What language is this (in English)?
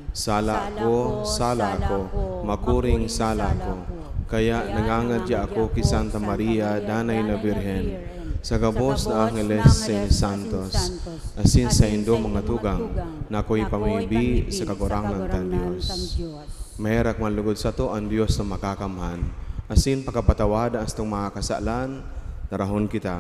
Bikol